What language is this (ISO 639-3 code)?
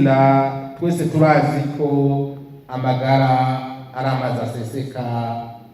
run